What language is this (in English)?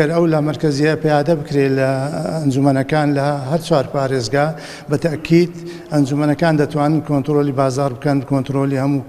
Central Kurdish